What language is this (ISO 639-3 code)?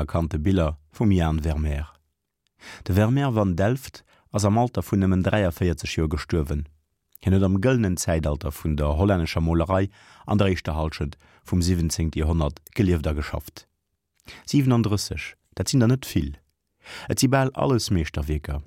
ltz